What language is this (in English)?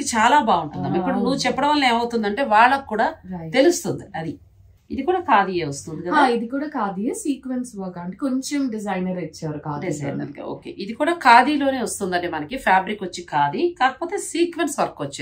Telugu